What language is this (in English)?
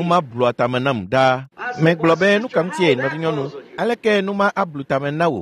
Ewe